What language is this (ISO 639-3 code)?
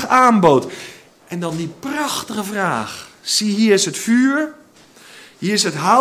nld